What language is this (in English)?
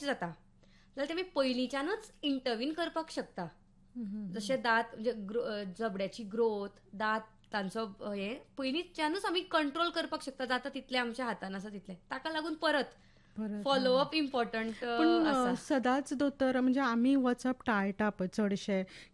Konkani